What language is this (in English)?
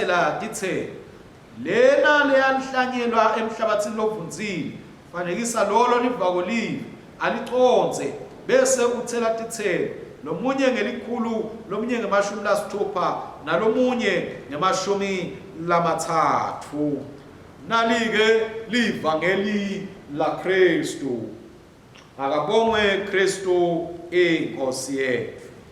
Swati